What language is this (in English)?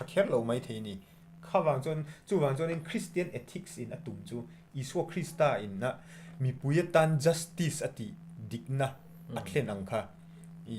Mizo